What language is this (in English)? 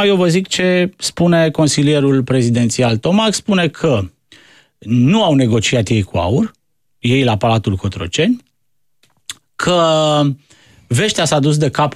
Romanian